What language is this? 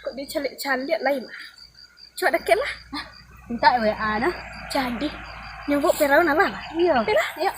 Minangkabau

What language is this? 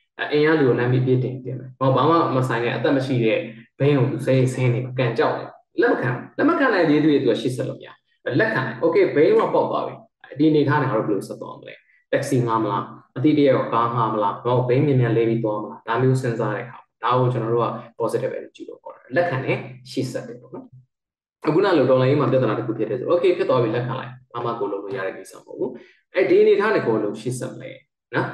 Burmese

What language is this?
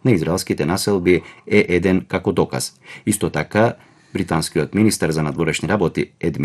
Macedonian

